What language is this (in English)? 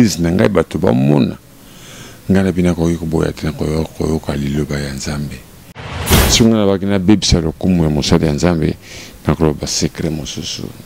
Lingala